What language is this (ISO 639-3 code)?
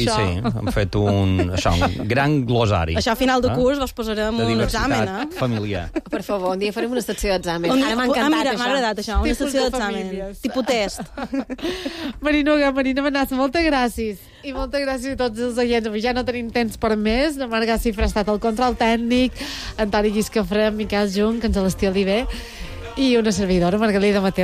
cat